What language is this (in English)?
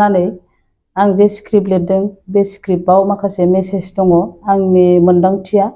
Bodo